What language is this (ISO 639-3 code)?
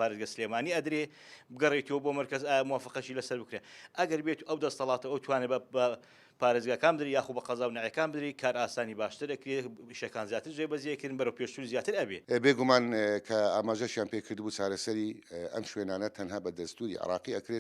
ckb